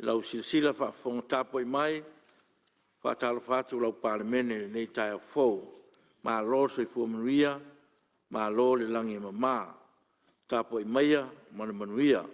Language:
Samoan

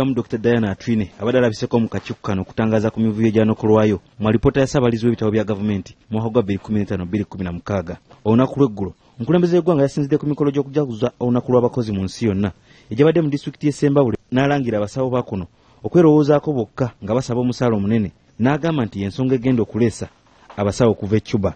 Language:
Ganda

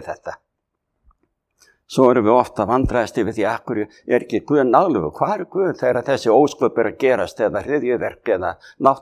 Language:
Icelandic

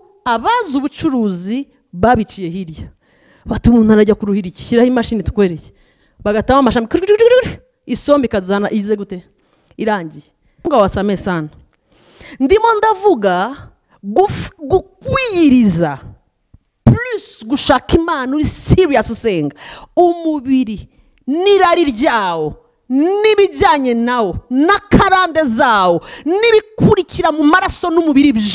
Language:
Kinyarwanda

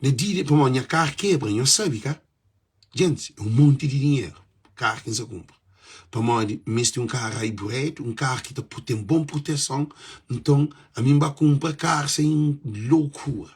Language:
Kabuverdianu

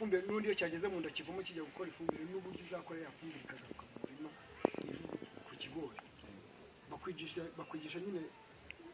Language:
Kinyarwanda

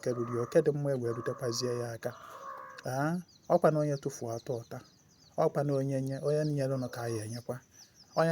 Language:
Igbo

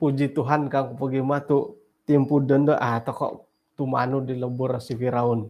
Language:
Central Dusun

